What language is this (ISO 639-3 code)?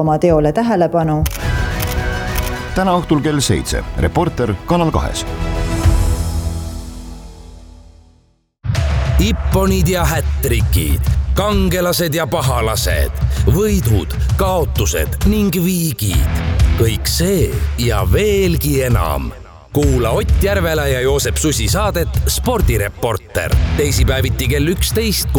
est